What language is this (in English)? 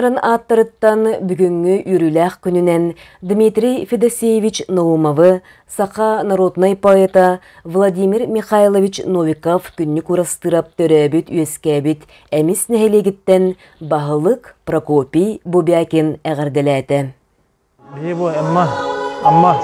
Yakut